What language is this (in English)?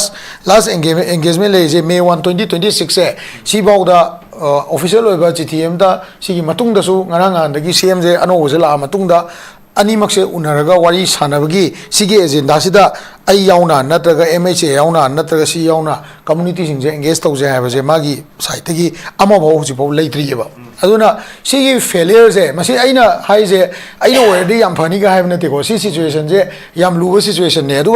Manipuri